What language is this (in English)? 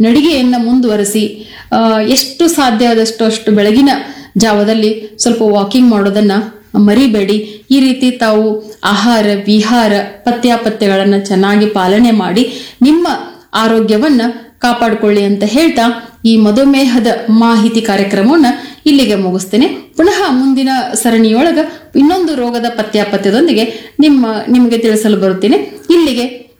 Kannada